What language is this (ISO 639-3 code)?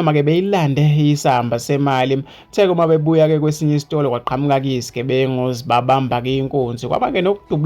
zul